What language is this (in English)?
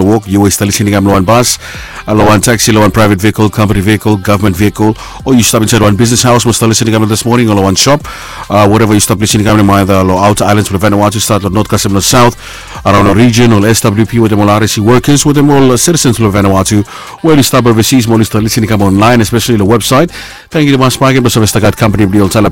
Bislama